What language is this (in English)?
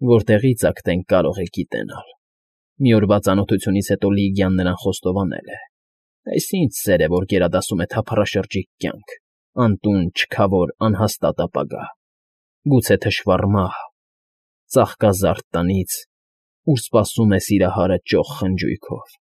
Armenian